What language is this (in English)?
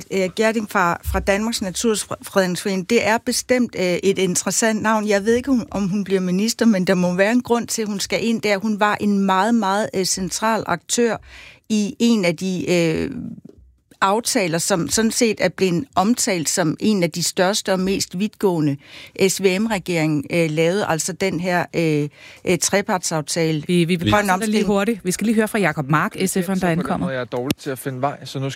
Danish